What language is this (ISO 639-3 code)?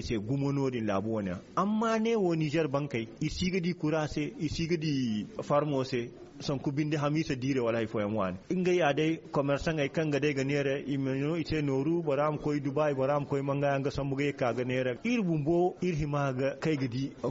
dje